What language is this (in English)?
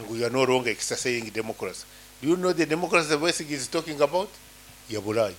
Nyankole